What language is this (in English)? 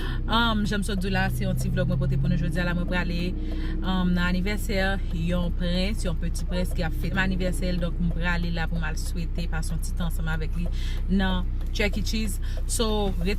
Haitian Creole